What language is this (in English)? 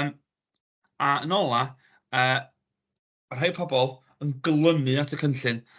Welsh